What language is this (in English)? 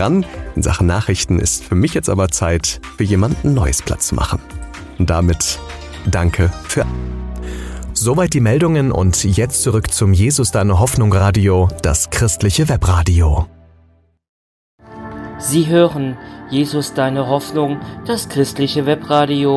German